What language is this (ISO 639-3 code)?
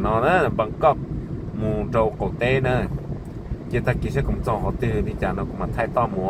hmn